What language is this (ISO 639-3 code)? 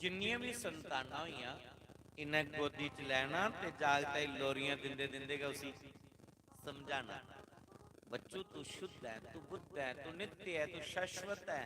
doi